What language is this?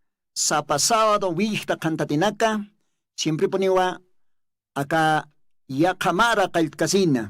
Aymara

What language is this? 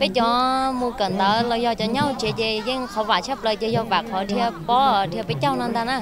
Hmong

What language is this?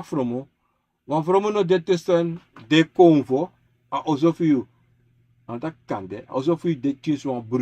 Sranan Tongo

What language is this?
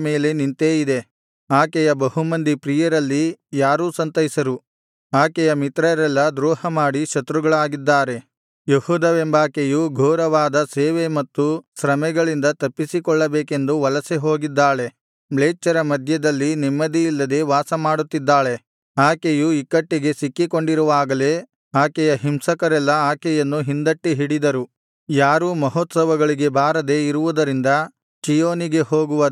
Kannada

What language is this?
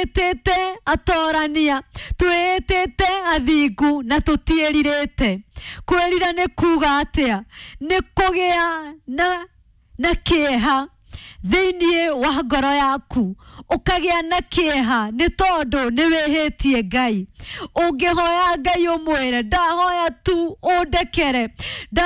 Kikuyu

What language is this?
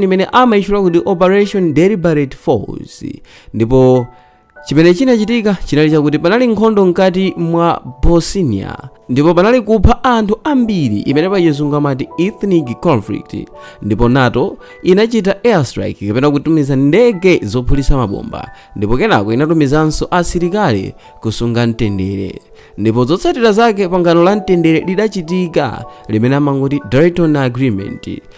Nyanja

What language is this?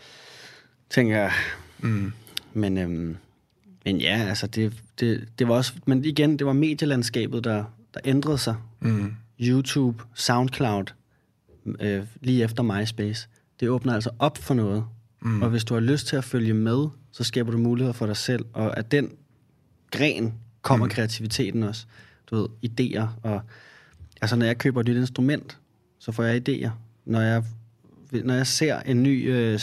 Danish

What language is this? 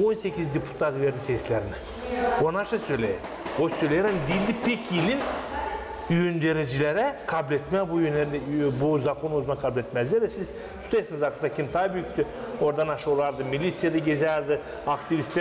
Gagauz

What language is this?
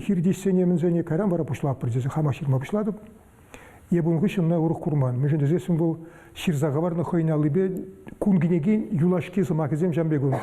Chuvash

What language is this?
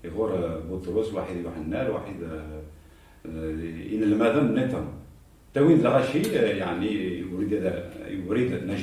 Kabyle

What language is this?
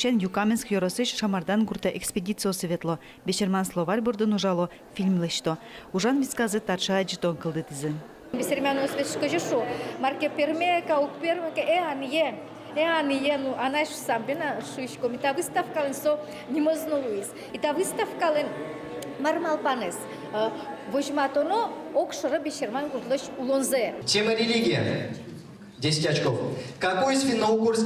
Udmurt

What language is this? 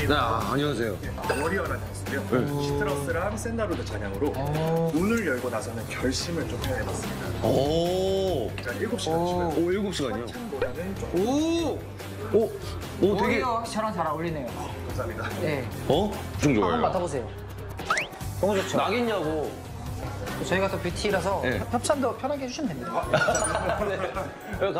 Korean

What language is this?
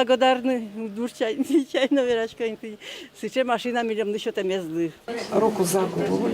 Udmurt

